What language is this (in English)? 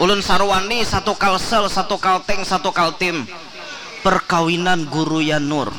Banjar